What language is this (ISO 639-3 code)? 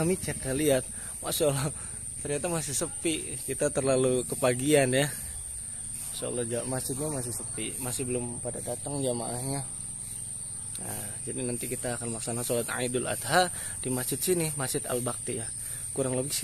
ind